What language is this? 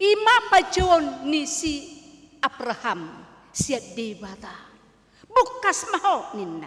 Batak Toba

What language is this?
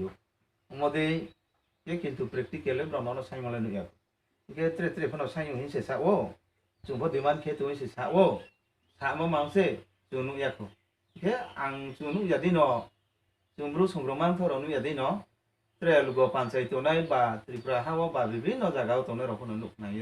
Riang (India)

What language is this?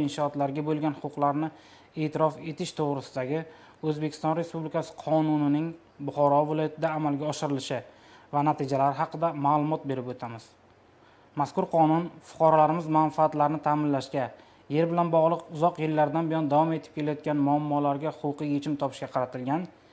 Uzbek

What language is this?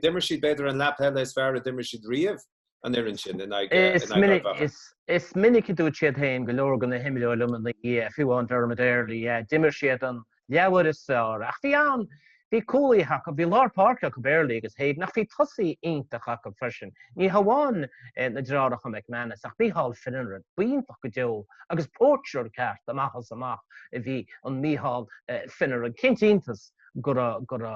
Irish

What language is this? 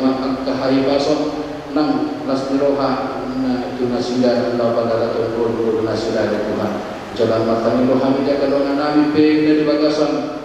Batak Toba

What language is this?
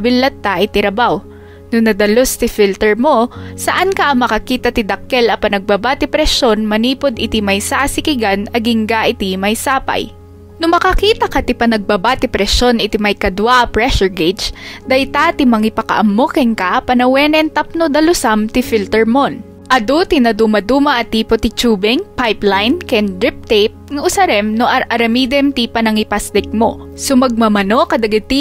Iloko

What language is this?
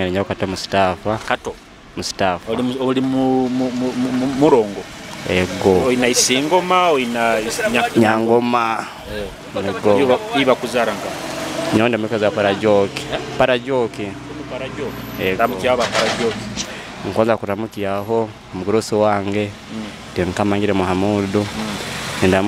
Nyoro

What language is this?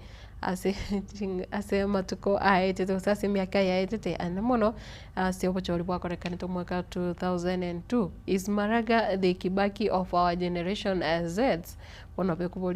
Gusii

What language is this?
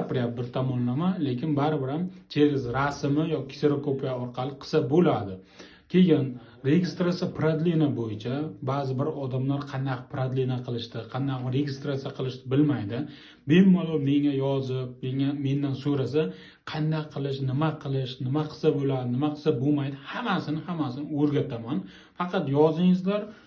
Uzbek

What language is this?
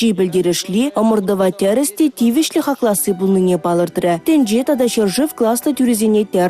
Chuvash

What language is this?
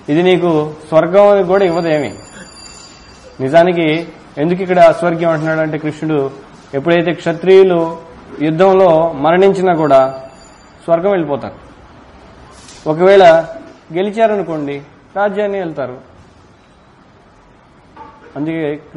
Telugu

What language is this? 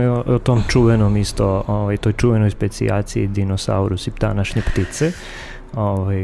Serbian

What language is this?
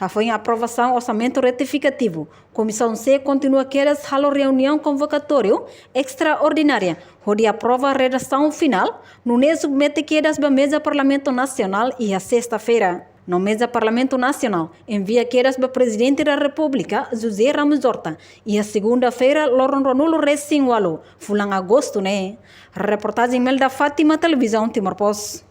Tetum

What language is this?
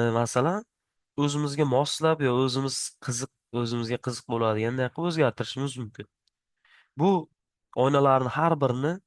Uzbek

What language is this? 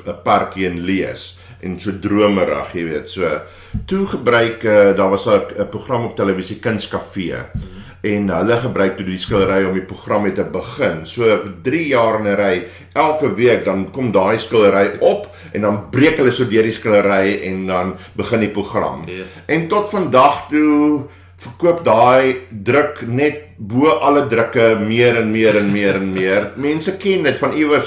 Afrikaans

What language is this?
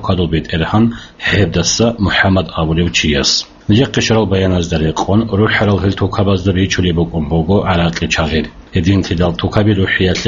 Avaric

